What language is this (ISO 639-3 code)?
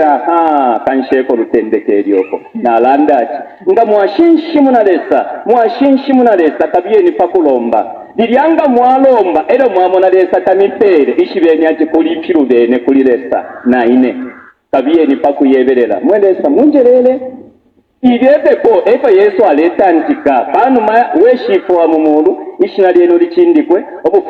bem